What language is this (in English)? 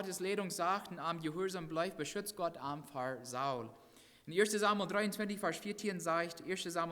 Plautdietsch